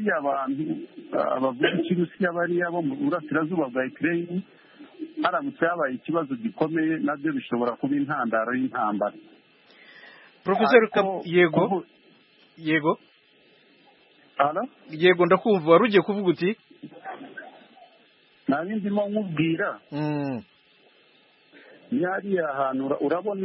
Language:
Kinyarwanda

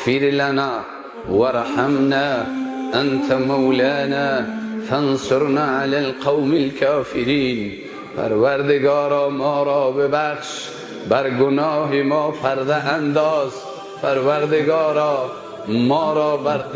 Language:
Persian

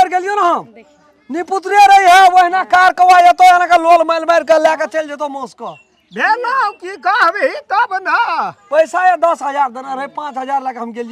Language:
Maithili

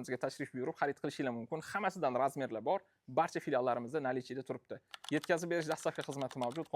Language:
Uzbek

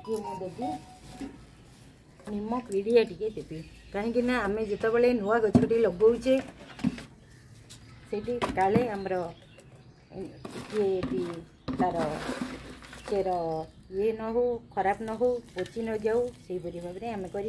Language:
Odia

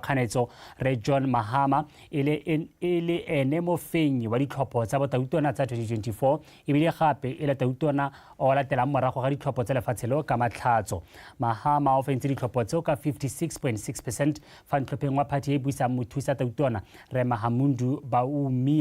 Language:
Tswana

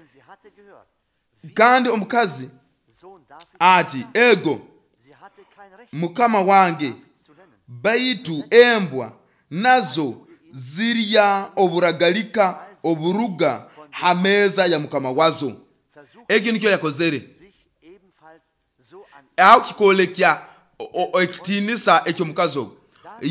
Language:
Nyoro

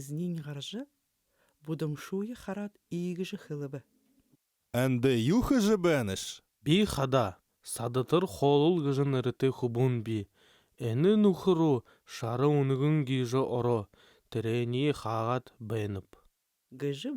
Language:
Buriat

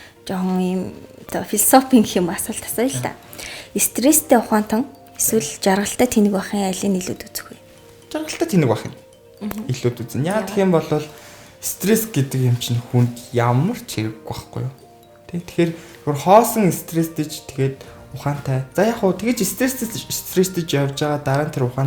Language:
Mongolian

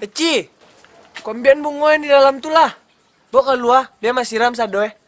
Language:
Minangkabau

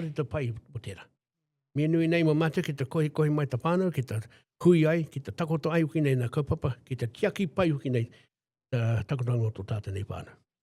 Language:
Māori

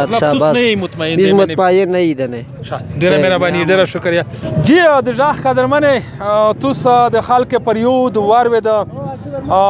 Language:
Pashto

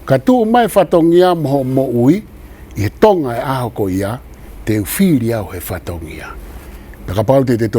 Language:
Tongan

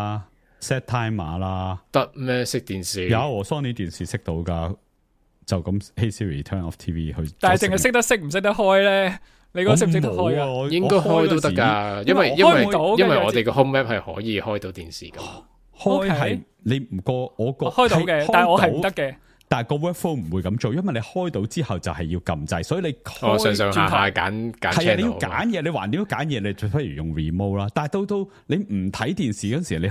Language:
Cantonese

